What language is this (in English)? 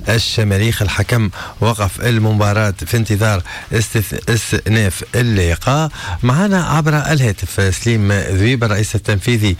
Tunisian Arabic